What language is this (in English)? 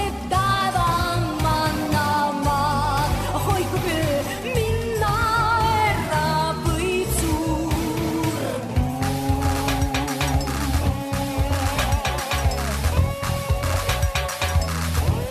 Estonian